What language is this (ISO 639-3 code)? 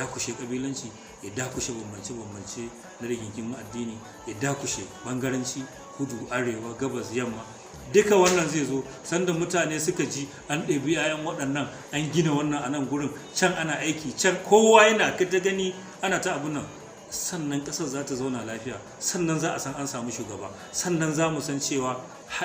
hau